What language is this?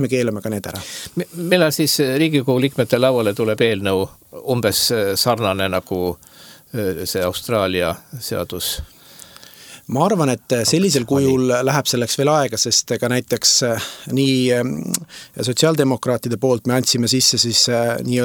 Estonian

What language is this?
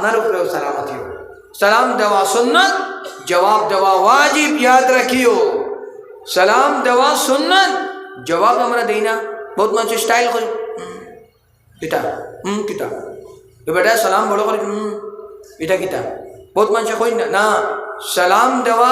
Sylheti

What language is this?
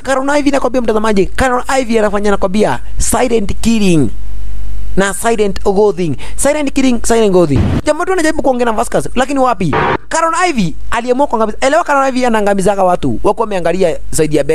Swahili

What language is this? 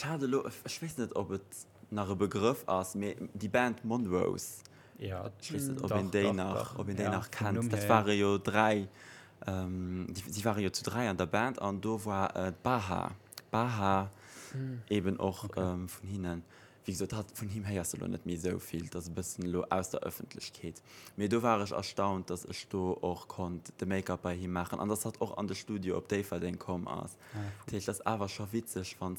Luxembourgish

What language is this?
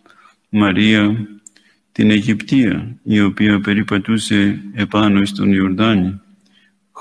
Greek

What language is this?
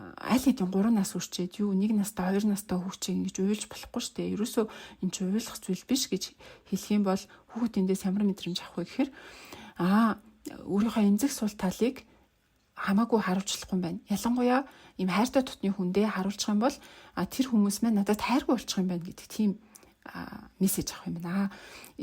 Mongolian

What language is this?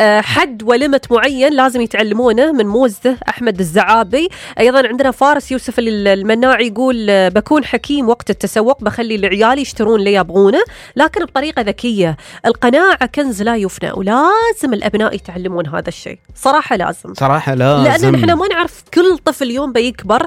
Gulf Arabic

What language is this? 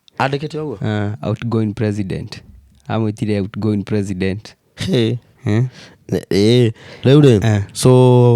Kikuyu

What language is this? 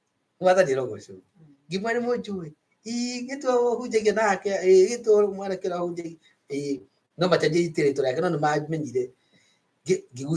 Kikuyu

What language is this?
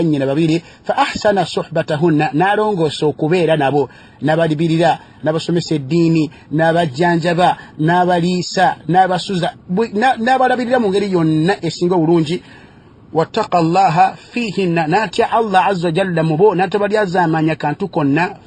Ganda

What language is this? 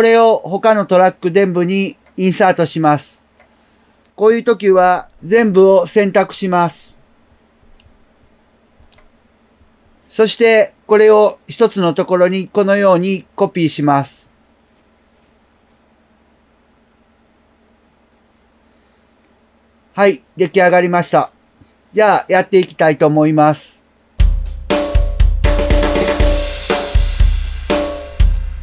Japanese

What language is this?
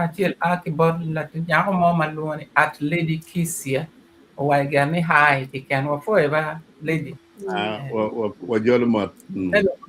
Acoli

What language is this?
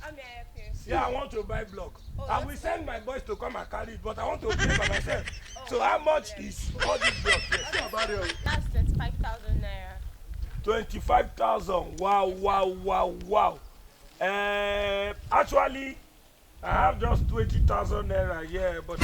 Nigerian Pidgin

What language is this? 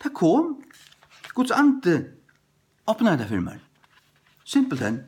Faroese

